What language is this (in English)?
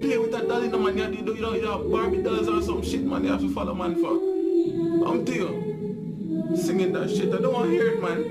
Jamaican Creole English